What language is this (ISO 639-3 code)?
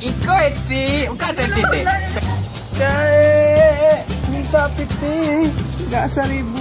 min